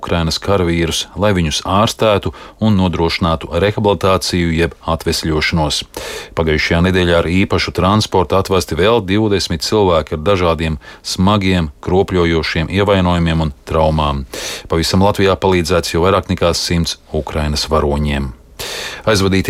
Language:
Latvian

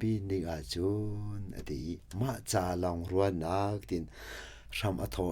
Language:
Hakha Chin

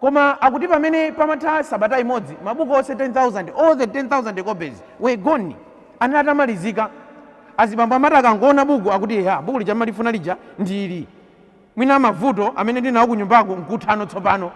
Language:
Nyanja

